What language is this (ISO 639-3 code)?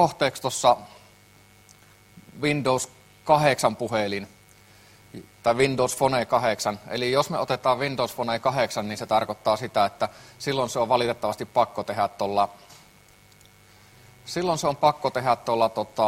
fin